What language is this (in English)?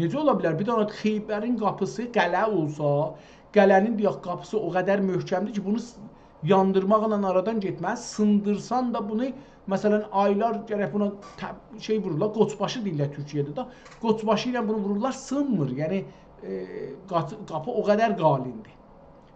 South Azerbaijani